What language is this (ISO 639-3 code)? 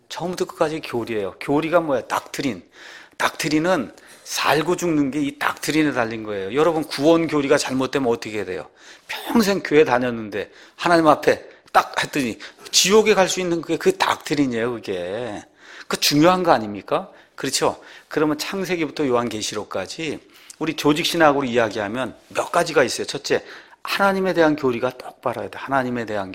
kor